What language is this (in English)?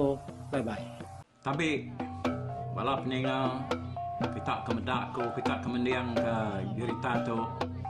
Iban